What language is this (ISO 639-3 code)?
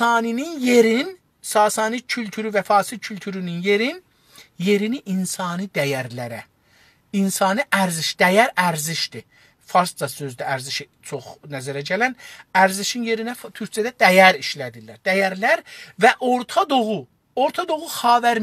azb